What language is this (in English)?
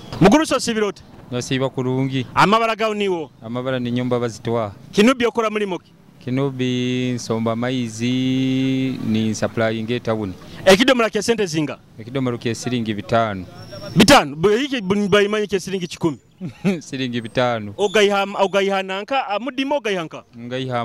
Nyoro